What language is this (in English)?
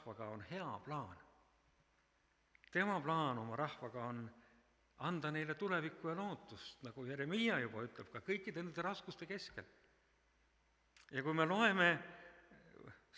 Estonian